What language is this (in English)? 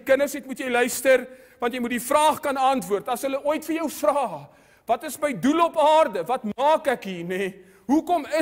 Afrikaans